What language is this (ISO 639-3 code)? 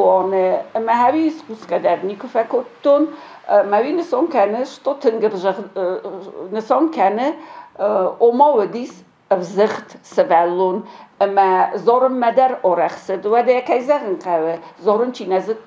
oss